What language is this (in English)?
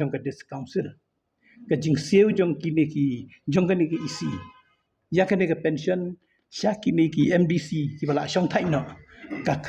Khasi